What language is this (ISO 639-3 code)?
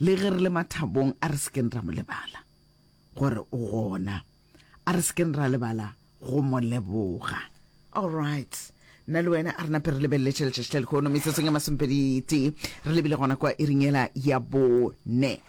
nso